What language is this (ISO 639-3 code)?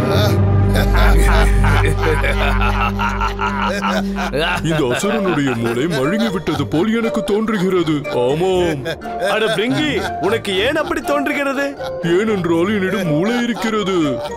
tam